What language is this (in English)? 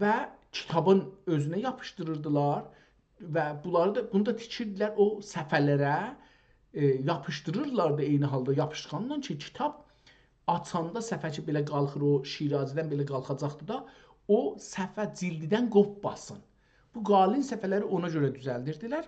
South Azerbaijani